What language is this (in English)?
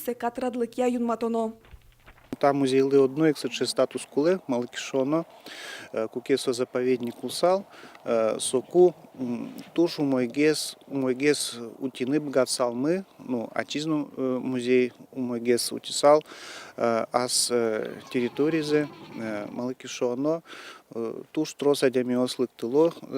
Udmurt